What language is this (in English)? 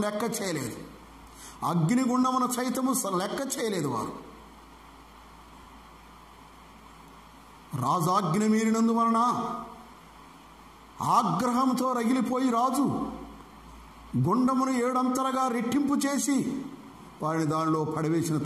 Telugu